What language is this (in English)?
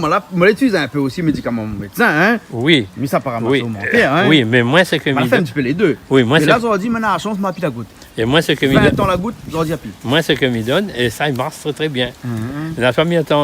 Réunion Creole French